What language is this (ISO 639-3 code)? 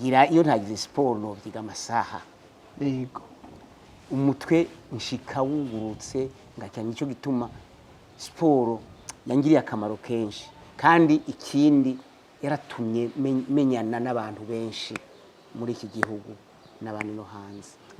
run